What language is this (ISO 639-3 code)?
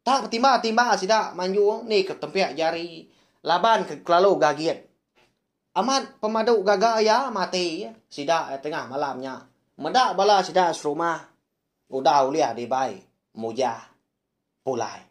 iba